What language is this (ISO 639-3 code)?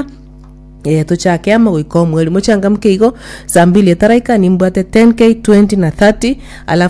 guz